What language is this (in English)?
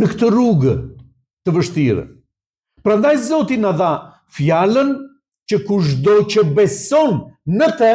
Albanian